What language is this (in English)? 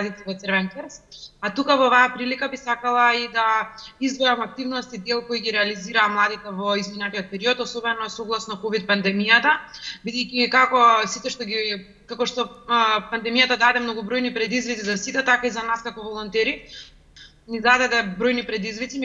Macedonian